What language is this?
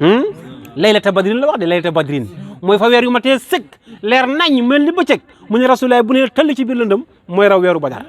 Wolof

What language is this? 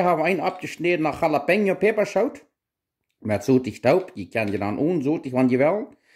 Plautdietsch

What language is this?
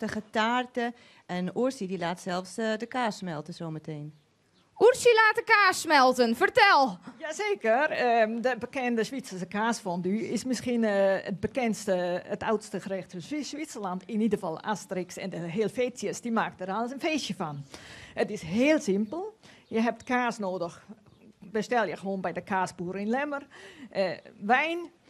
Western Frisian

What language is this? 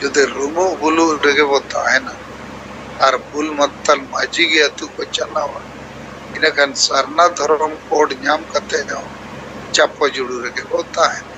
Santali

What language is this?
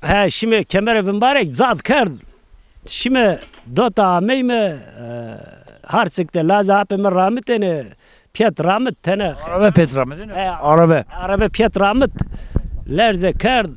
Zaza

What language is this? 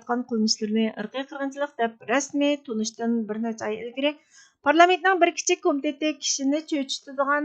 Uyghur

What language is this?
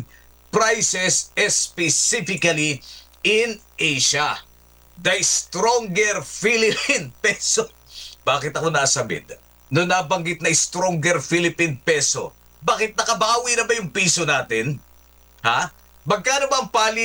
Filipino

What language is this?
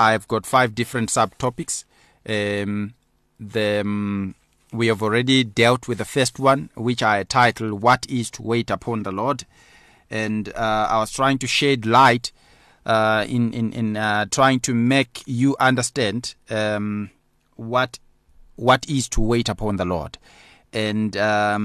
English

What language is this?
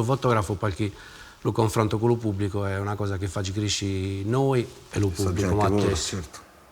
Sardinian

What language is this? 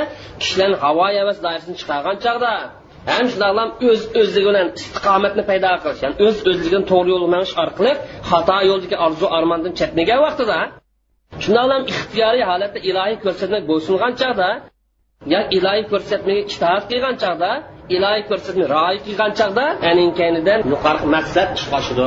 Uyghur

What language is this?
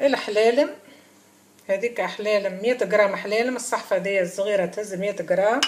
Tunisian Arabic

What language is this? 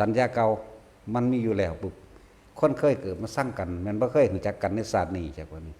Northeastern Thai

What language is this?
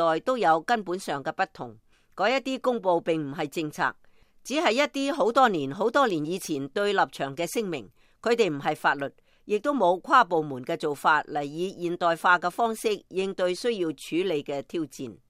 Cantonese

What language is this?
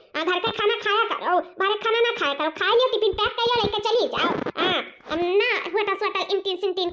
Awadhi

